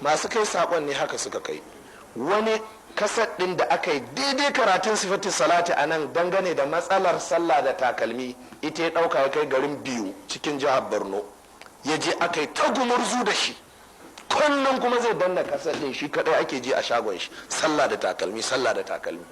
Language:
Hausa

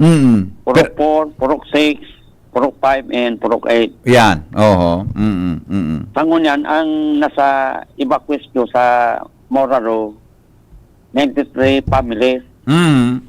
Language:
Bikol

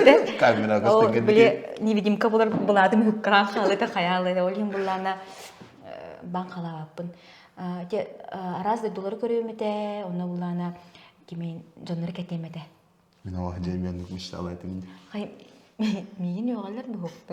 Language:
Yakut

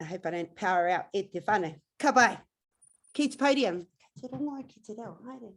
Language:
Māori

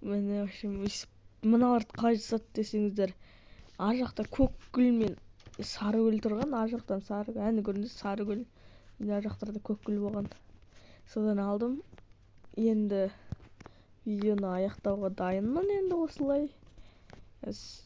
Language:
Kazakh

